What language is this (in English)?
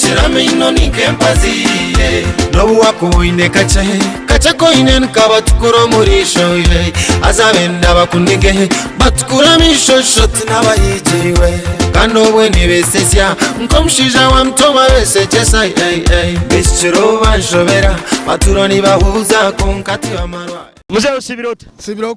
Nyoro